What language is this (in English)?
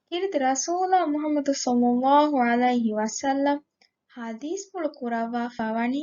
Divehi